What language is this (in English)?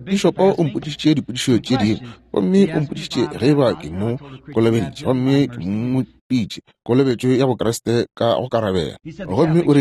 Northern Sotho